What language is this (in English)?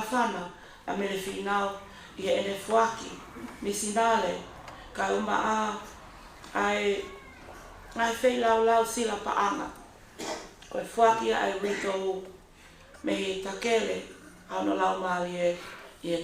Tongan